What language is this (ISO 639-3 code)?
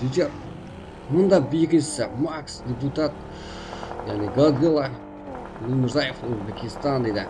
kaa